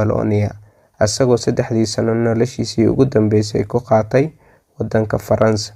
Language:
Somali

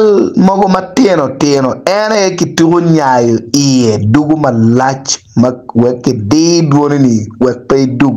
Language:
Acoli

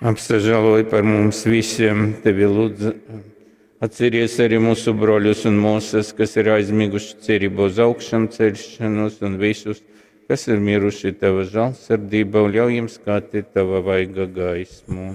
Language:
Latgalian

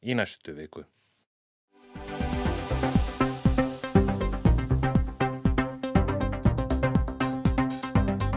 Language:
Icelandic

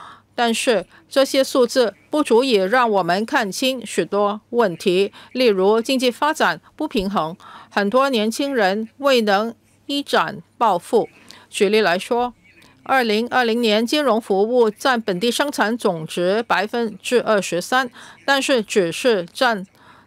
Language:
Chinese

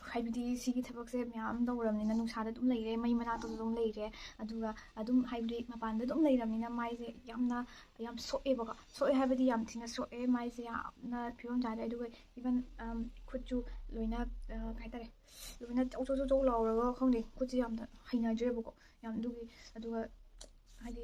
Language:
Manipuri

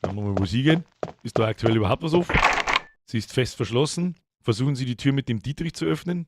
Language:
Bavarian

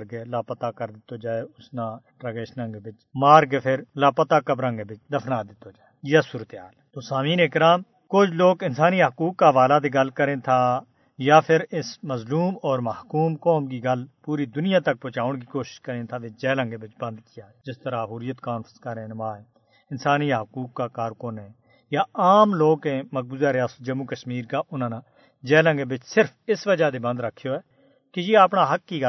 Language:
Gujari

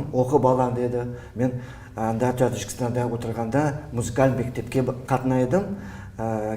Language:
Crimean Tatar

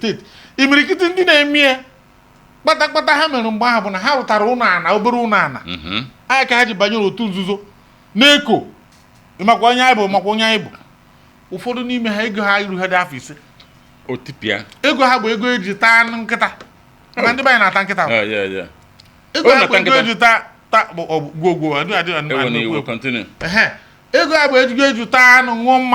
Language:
Igbo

